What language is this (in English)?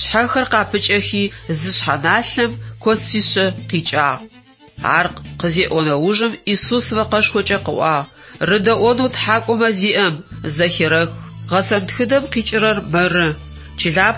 Adyghe